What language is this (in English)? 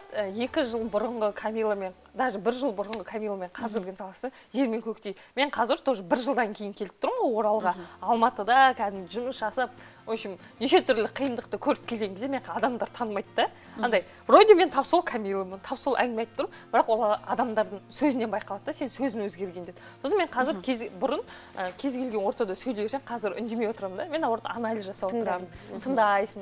Kazakh